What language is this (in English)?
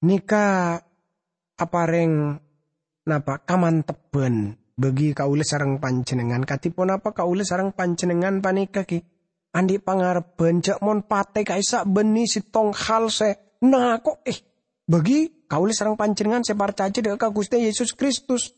Madurese